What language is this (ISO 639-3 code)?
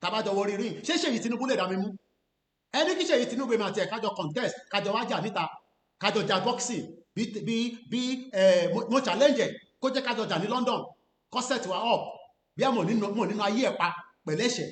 yor